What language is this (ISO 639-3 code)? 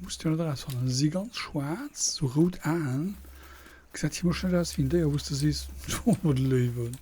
ltz